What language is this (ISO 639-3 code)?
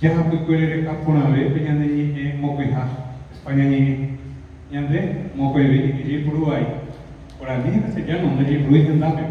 grn